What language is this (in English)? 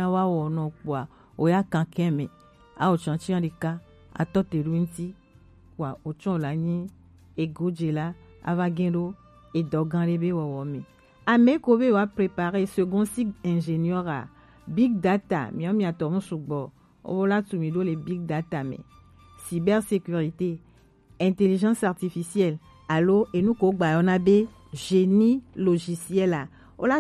Gen